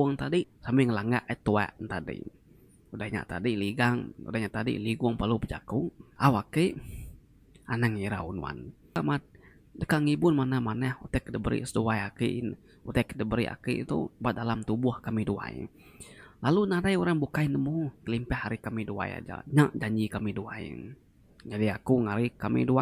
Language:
Iban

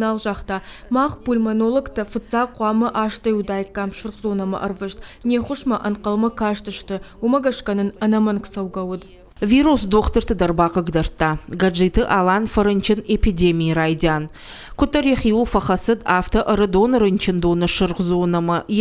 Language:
Ossetic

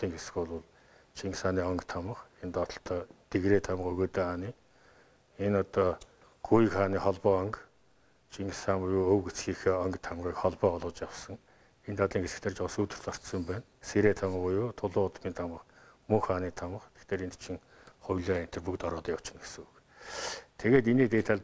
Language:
Mongolian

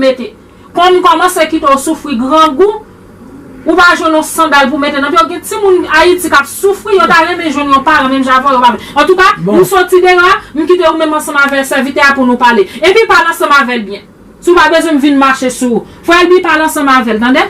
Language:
Haitian Creole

